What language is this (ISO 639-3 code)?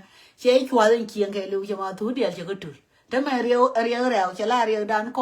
nus